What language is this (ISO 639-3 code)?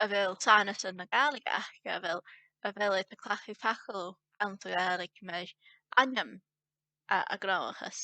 gla